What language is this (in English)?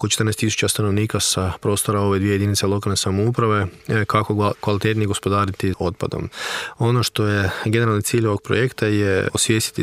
Croatian